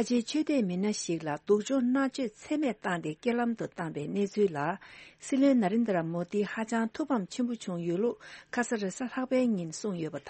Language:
Tibetan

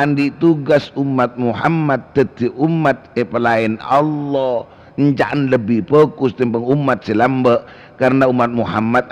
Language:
Madurese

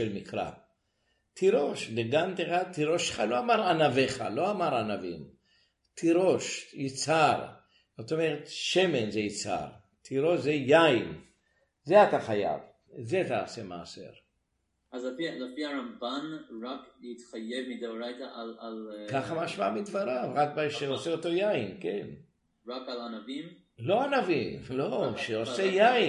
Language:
Hebrew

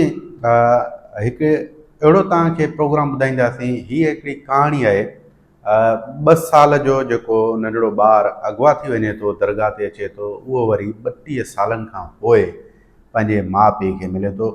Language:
Sindhi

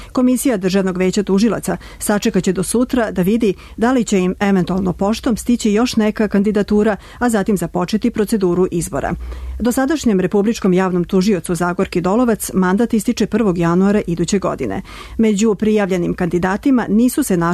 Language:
Serbian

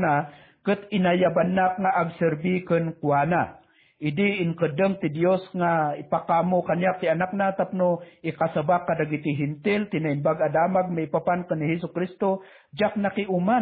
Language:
Iloko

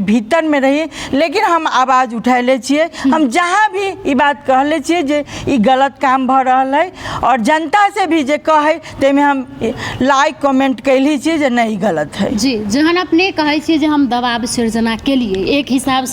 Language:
Maithili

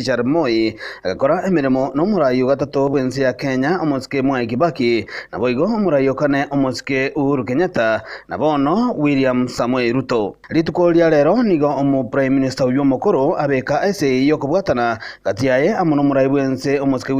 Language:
Gusii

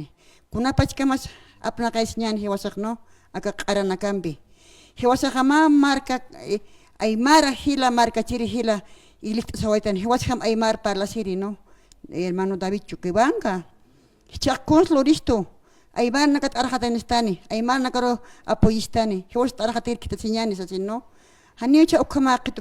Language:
Aymara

